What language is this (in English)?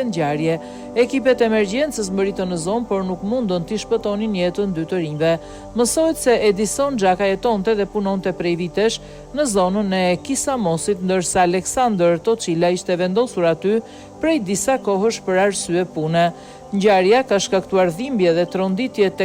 Albanian